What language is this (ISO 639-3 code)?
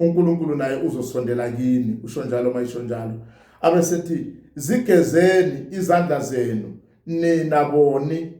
zul